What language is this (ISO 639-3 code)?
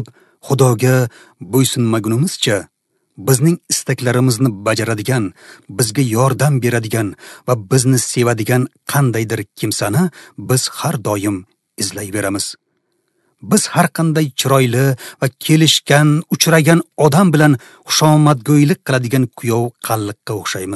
uzb